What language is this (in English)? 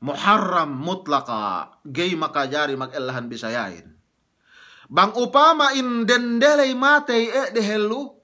Yakan